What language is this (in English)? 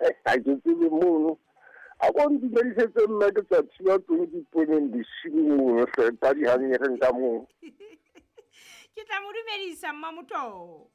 Southern Sotho